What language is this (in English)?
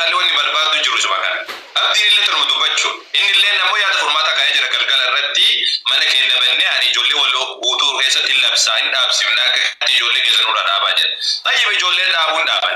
Oromo